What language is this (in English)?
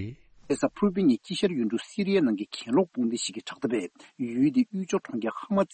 Tibetan